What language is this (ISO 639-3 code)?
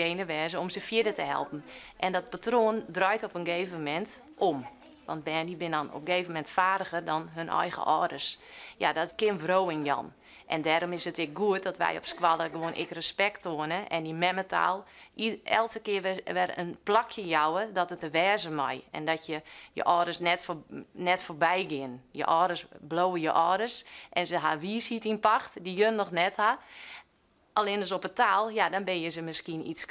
fry